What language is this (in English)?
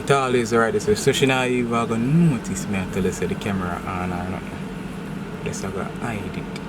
Jamaican Creole English